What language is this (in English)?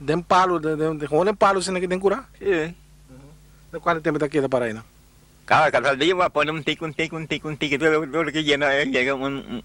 Papiamento